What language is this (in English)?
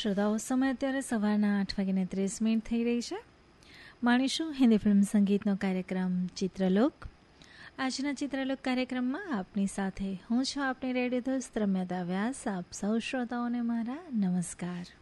Gujarati